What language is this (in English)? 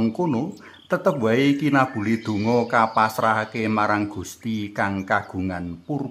Javanese